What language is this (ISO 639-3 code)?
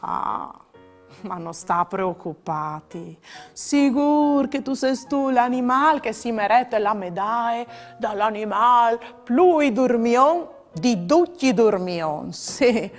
fur